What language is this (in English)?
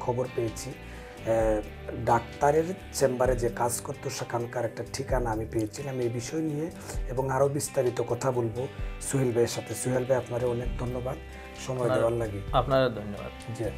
Sylheti